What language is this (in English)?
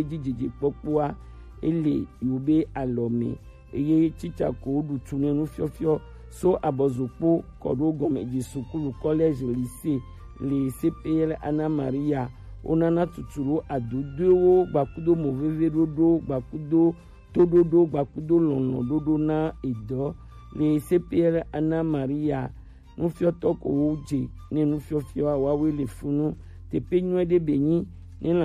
Gen